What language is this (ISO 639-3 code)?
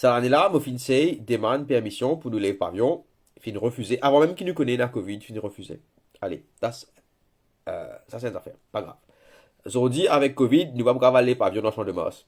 mfe